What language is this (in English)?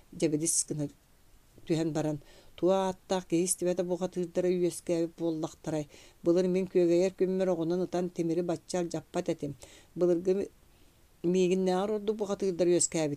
Yakut